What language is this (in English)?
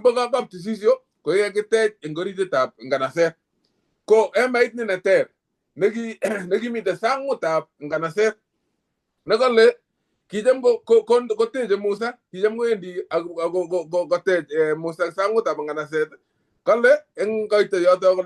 Kalenjin